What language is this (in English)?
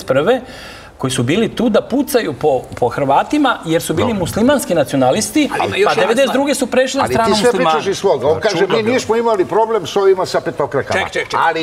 Serbian